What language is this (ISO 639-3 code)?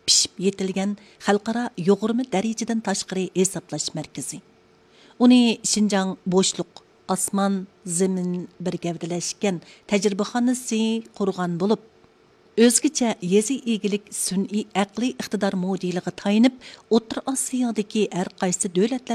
uig